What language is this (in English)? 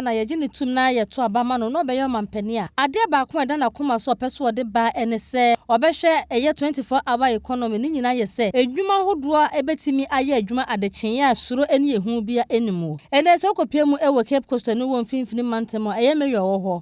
Akan